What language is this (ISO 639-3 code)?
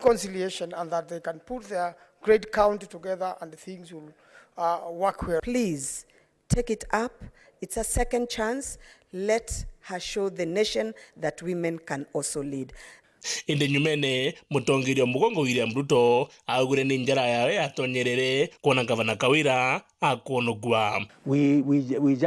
mer